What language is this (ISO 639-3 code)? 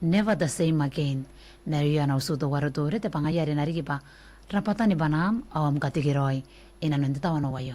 gil